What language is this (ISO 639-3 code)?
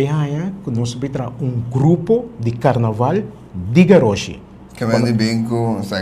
pap